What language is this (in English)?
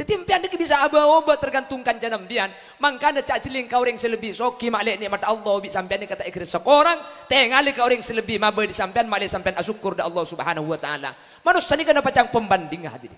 Madurese